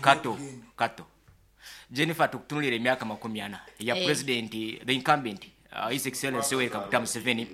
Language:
Nyankole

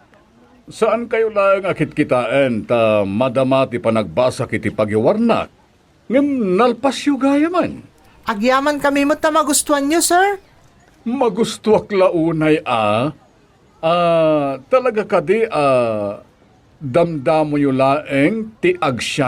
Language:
Iloko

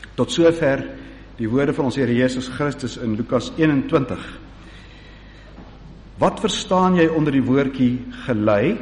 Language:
Afrikaans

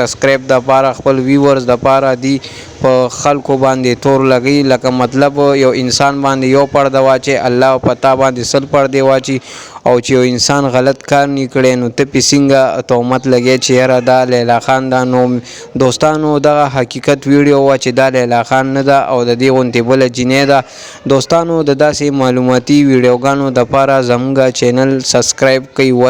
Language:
Pashto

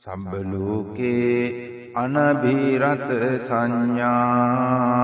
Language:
Pali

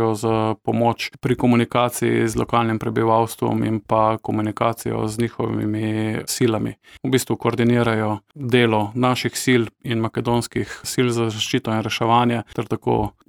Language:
Slovenian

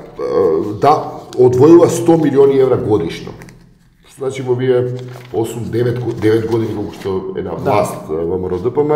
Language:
Macedonian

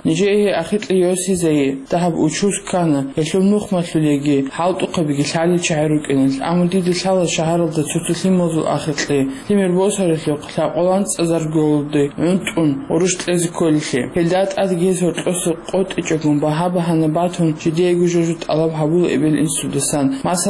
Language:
Avaric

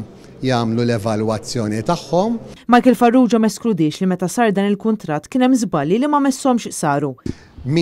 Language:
Maltese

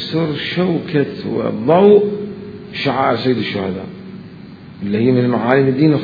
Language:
Mesopotamian Arabic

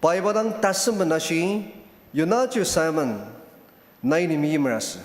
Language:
Ao Naga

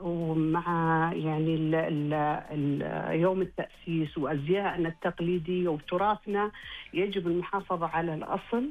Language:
Najdi Arabic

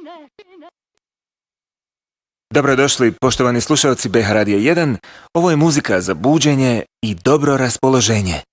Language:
Bosnian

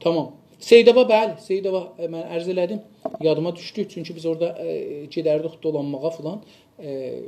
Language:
South Azerbaijani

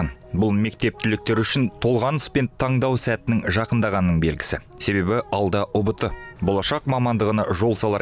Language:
Kazakh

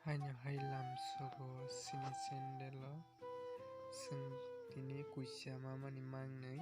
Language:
Kok Borok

